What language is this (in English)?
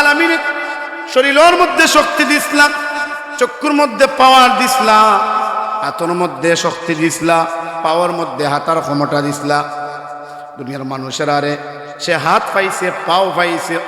Sylheti